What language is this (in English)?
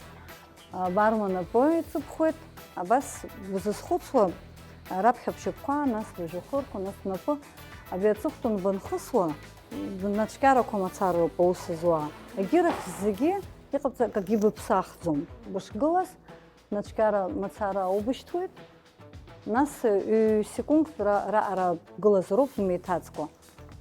Abkhazian